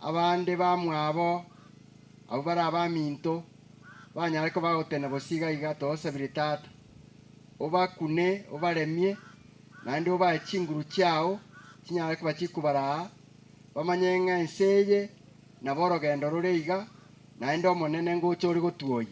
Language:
Gusii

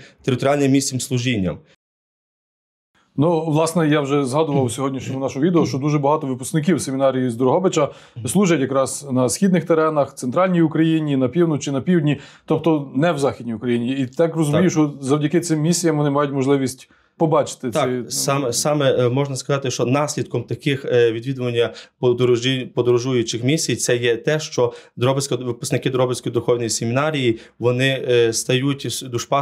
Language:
Ukrainian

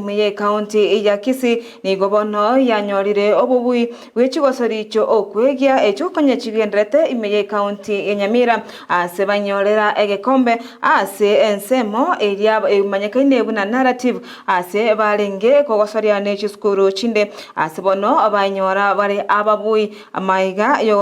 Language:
Gusii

